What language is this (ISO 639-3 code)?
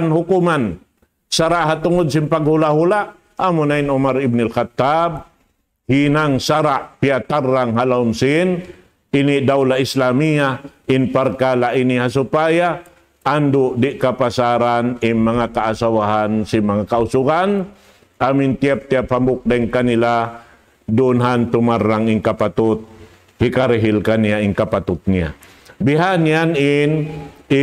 tsg